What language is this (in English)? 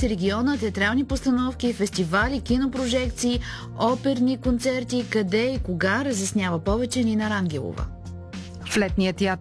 Bulgarian